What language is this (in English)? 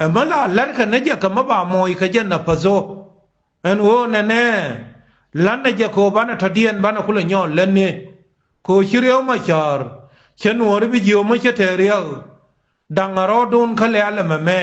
Nuer